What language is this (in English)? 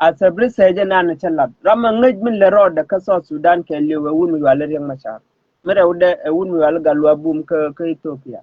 Nuer